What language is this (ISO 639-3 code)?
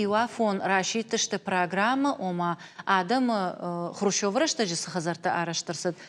oss